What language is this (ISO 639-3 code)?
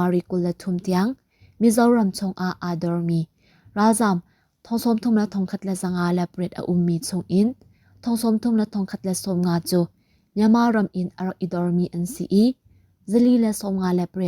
cnh